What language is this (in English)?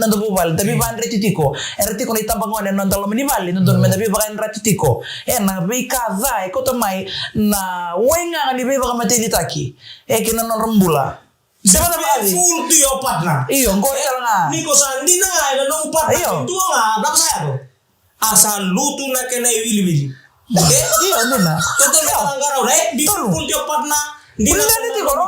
Fijian